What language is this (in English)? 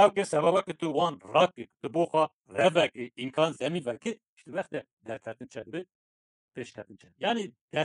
Kurdish